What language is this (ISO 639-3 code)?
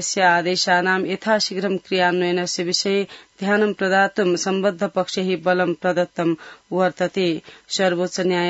san